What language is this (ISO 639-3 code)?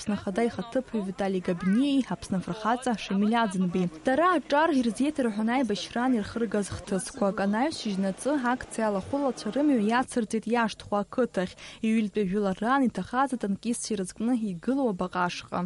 abk